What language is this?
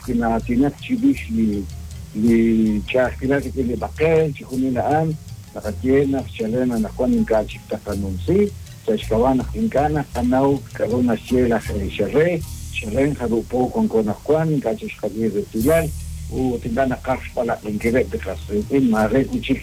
Kekchí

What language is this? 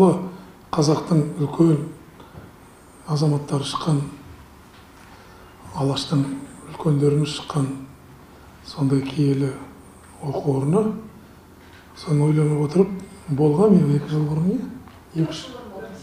Kazakh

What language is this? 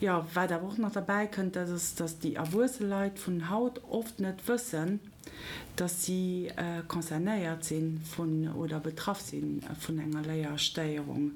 Luxembourgish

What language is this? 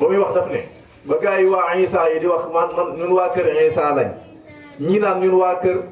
Wolof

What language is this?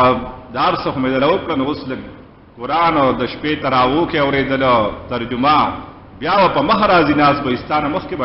Pashto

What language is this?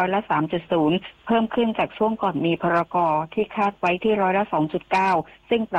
Thai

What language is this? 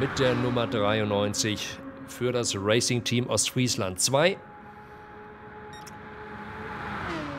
German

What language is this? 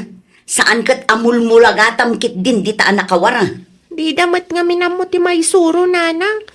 Iloko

